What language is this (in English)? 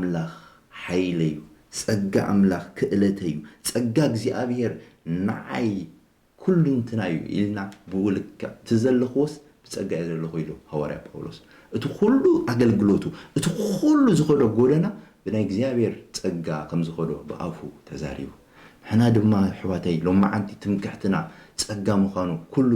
Tigrinya